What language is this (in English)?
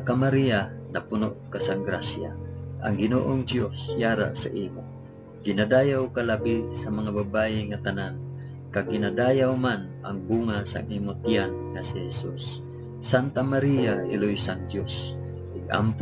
Hiligaynon